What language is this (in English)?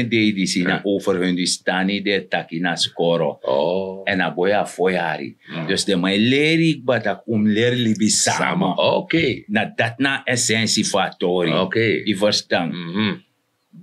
Sranan Tongo